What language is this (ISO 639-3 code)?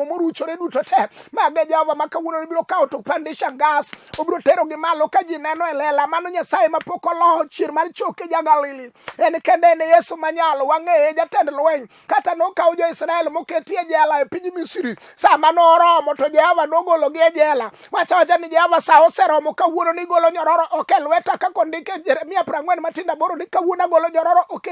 luo